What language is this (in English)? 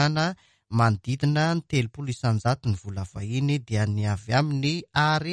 Malagasy